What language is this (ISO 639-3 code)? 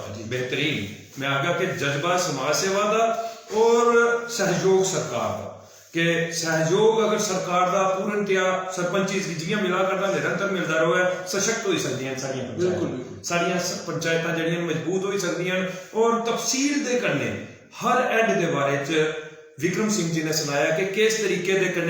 doi